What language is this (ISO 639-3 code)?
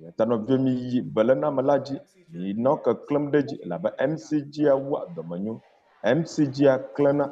ewe